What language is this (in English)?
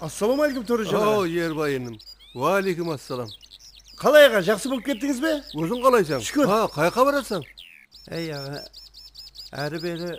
Kara-Kalpak